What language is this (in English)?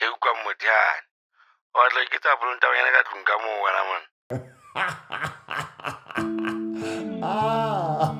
Southern Sotho